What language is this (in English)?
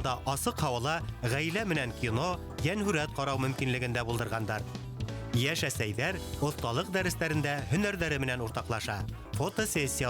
Bashkir